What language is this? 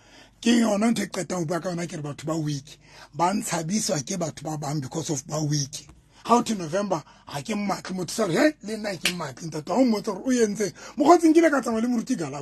Southern Sotho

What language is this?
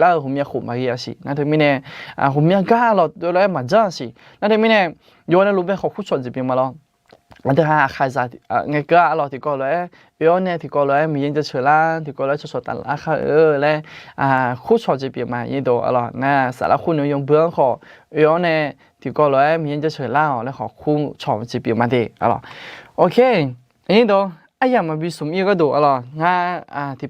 Akha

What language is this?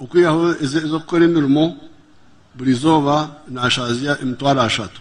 Nyankole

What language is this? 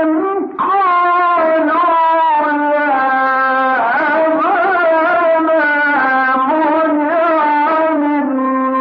Arabic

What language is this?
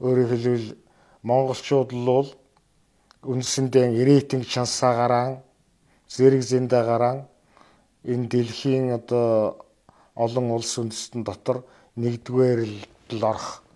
Mongolian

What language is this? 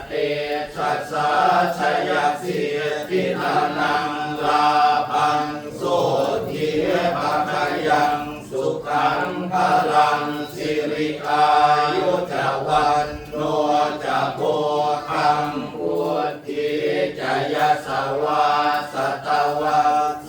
Pali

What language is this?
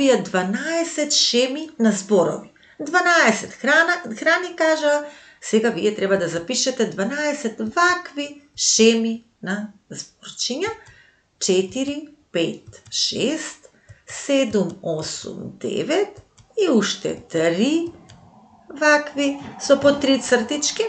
Macedonian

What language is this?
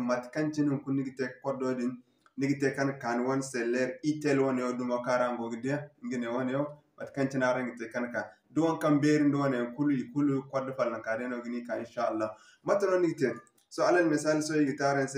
Zarma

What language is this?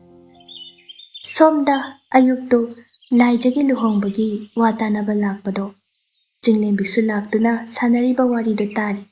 Manipuri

